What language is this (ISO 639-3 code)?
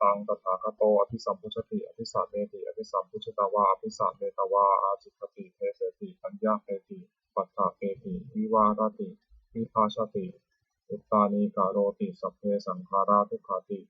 pli